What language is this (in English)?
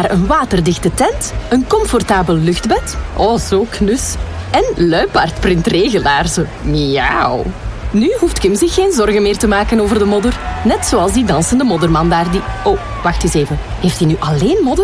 Dutch